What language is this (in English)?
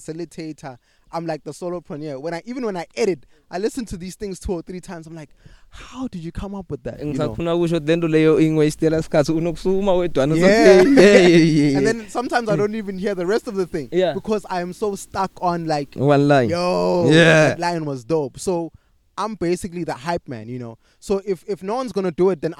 English